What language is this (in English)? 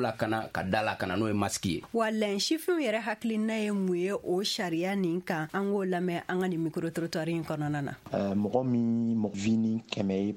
Bambara